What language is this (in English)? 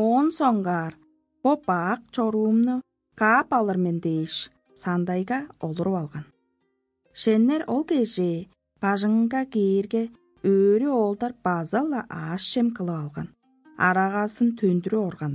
Tuvinian